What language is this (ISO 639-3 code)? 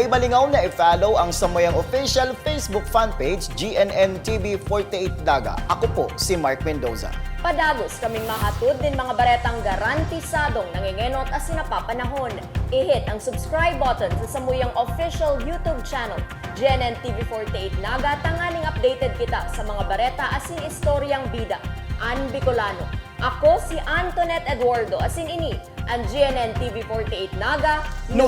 bik